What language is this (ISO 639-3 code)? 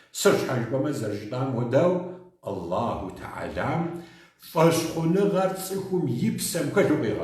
kbd